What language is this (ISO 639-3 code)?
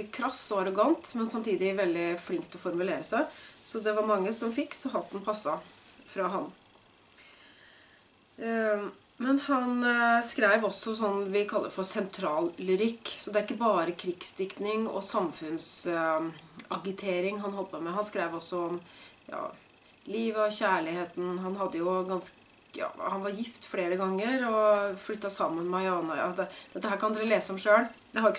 nor